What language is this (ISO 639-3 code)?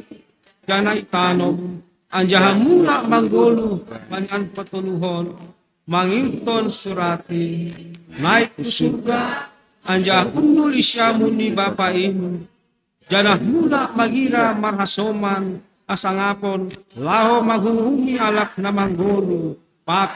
bts